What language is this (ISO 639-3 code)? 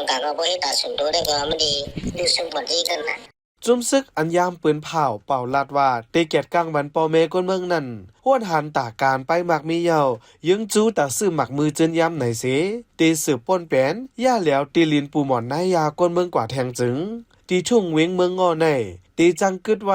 shn